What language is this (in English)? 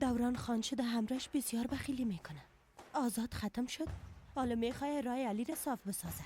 Persian